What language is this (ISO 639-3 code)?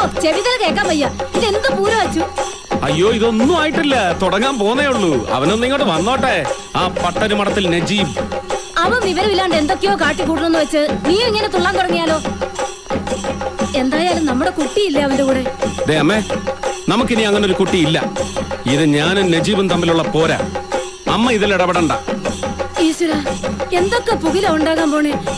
mal